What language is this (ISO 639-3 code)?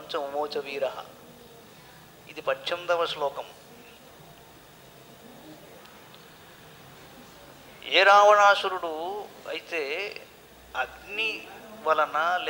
tel